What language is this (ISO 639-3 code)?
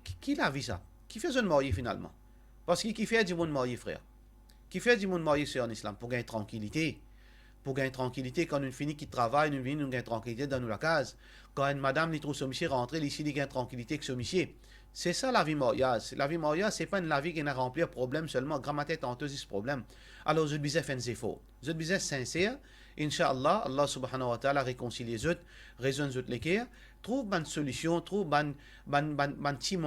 mfe